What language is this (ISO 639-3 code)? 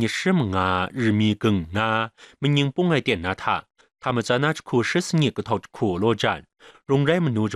kac